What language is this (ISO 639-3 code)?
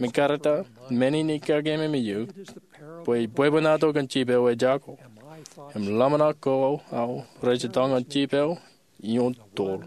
mah